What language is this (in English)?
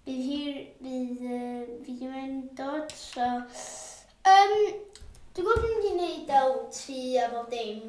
Welsh